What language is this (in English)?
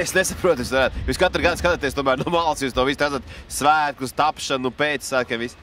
Latvian